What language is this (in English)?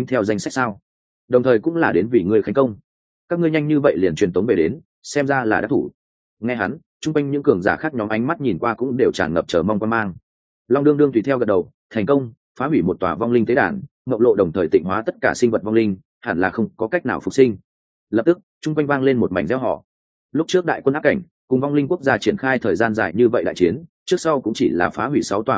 Vietnamese